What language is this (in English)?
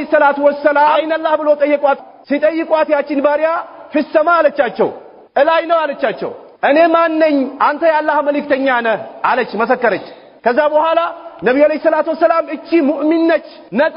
Amharic